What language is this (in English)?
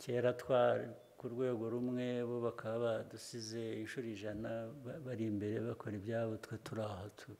Kinyarwanda